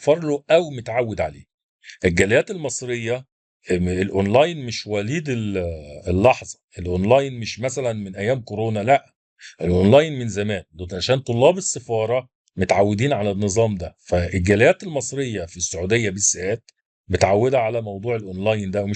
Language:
Egyptian Arabic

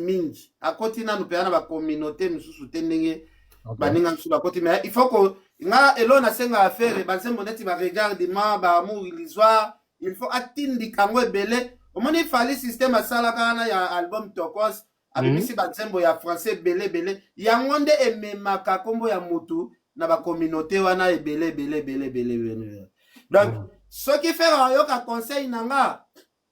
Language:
Lingala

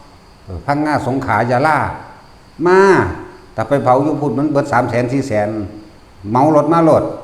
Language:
Northeastern Thai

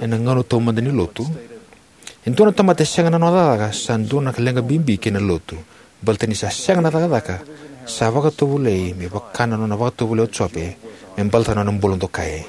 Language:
Fijian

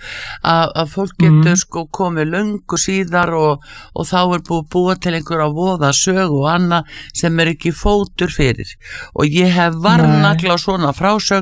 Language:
Icelandic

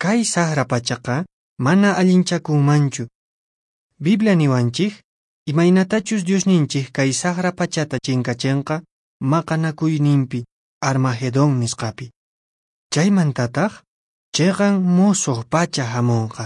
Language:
Quechua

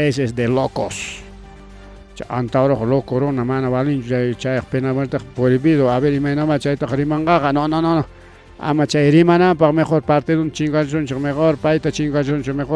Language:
Ayacucho Quechua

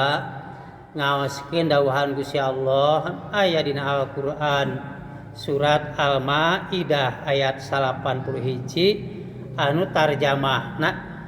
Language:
Sundanese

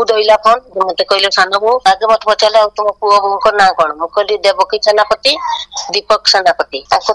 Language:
Odia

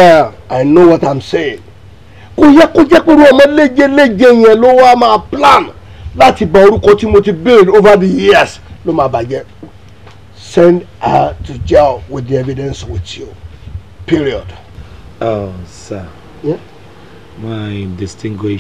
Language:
Yoruba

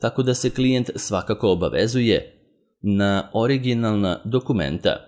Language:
Serbian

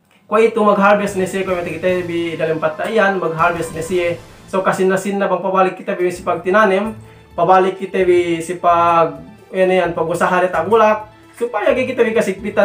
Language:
Yakan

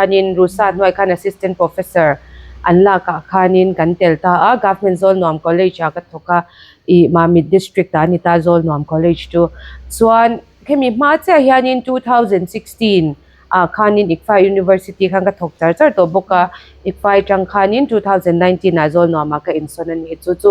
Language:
Mizo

